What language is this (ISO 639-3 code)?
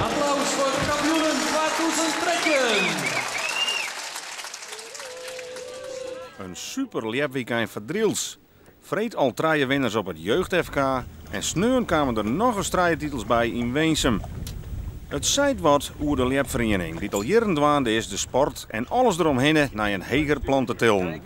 fry